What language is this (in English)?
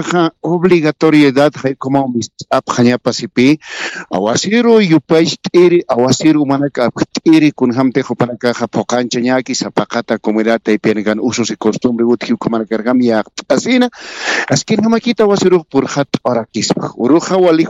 Aymara